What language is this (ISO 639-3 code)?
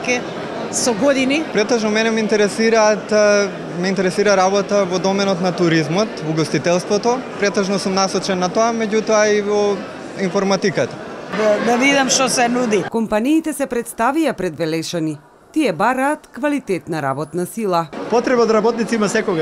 mkd